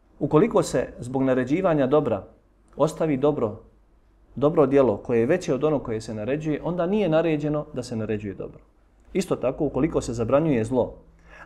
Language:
Bosnian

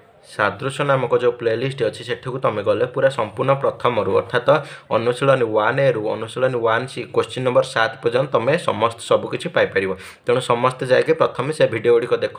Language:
Odia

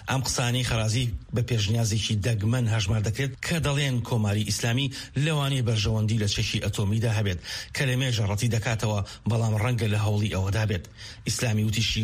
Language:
Central Kurdish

